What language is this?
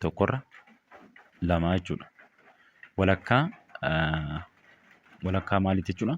Oromo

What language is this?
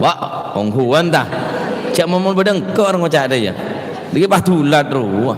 Madurese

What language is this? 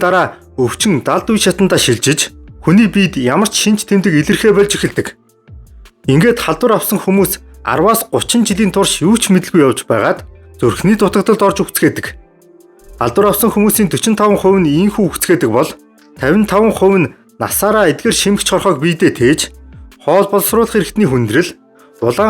Mongolian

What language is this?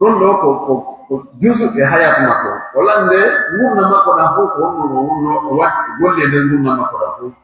Pular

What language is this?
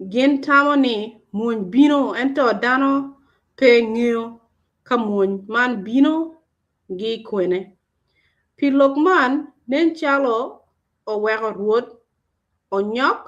Acoli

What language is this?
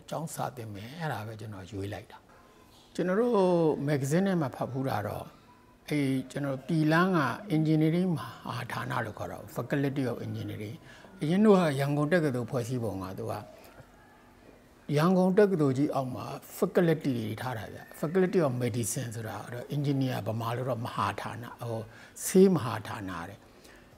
Burmese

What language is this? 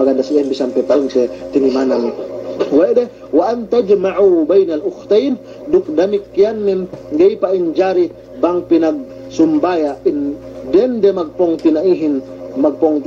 Yakan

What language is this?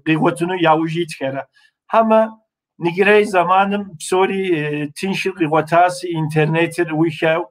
Kabardian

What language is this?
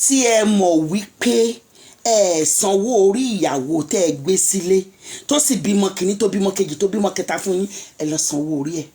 Yoruba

